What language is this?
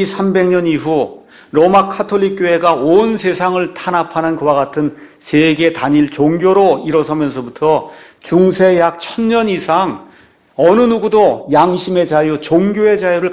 Korean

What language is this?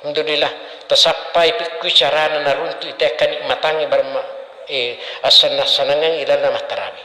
Buginese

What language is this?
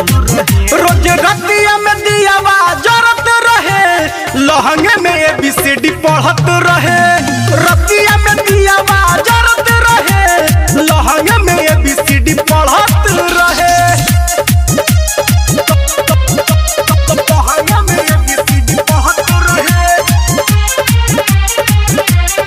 Bhojpuri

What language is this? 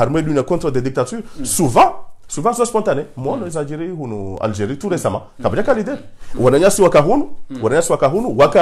Swahili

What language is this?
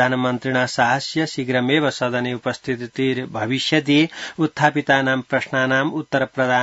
Sanskrit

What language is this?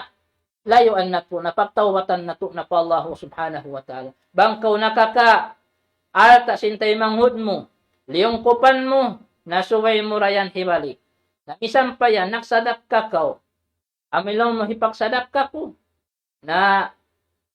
Tausug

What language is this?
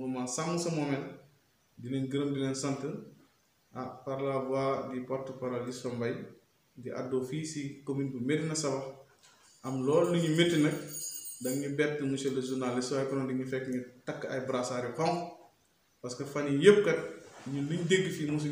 Wolof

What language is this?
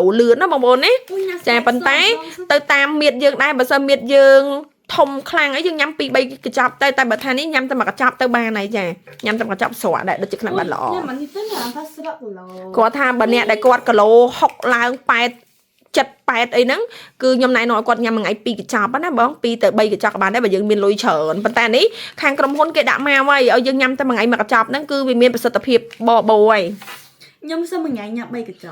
Khmer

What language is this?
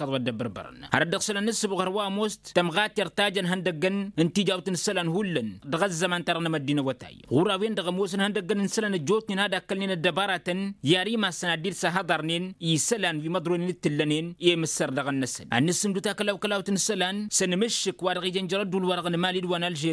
Tamasheq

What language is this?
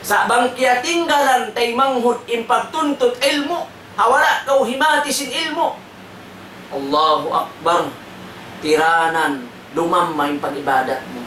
Tausug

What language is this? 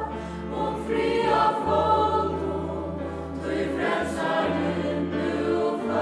Faroese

